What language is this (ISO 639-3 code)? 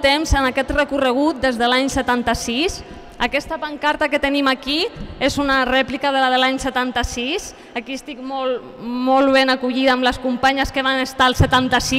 cat